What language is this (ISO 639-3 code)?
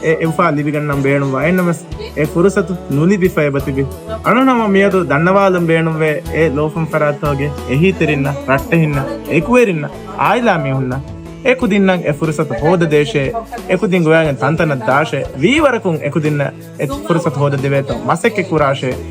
div